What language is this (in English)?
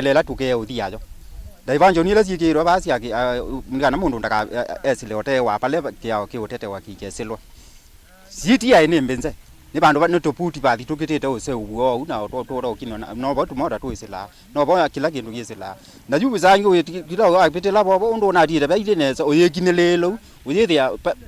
Kamba